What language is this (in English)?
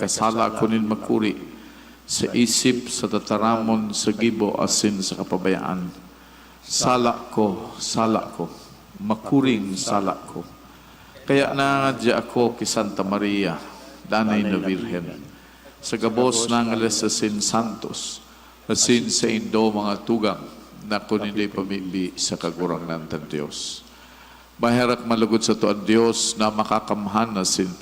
Bikol